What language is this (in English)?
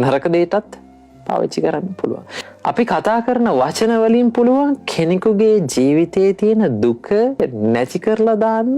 Sinhala